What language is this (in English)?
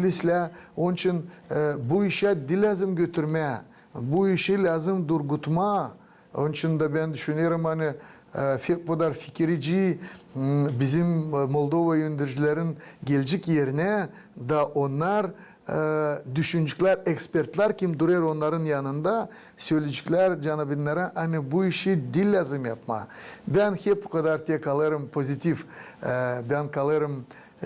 Gagauz